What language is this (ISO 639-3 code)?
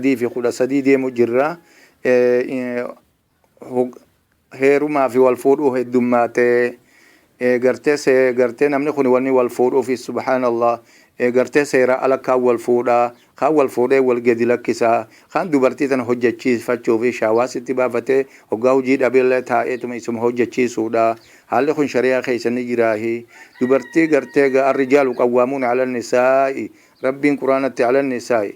orm